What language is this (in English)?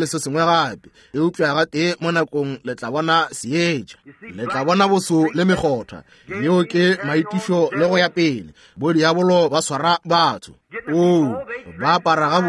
Northern Sotho